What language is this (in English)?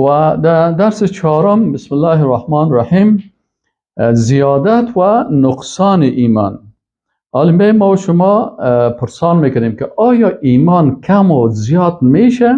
Persian